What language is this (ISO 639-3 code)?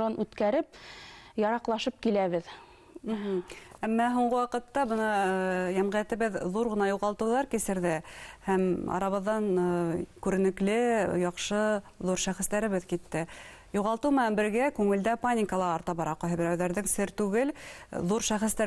bak